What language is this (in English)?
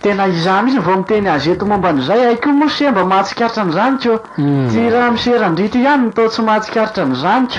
Malagasy